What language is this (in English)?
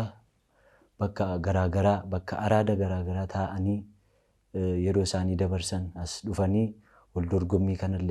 Oromo